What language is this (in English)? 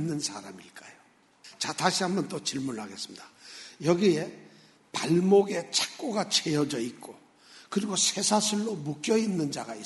Korean